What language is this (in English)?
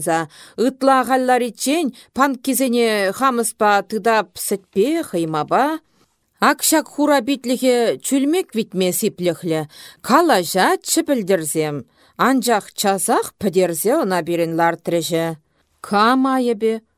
Chuvash